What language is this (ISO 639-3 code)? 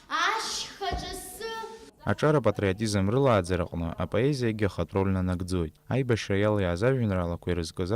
abk